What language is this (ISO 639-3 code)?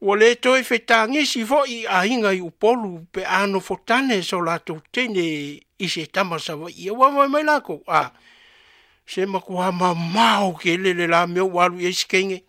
smo